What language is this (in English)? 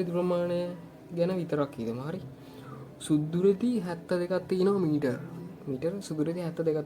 Sinhala